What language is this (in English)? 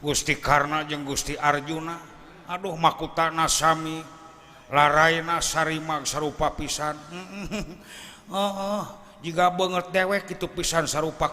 Sundanese